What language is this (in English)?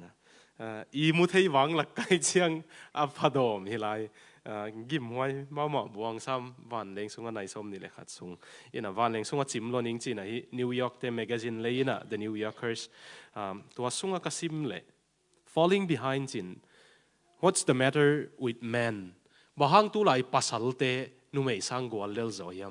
Tedim Chin